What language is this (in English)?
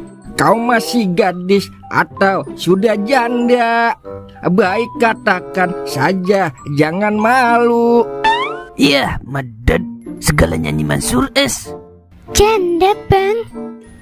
Betawi